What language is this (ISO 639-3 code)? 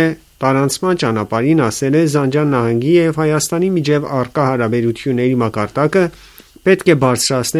hye